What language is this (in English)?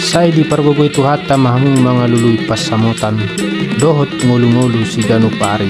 Batak Toba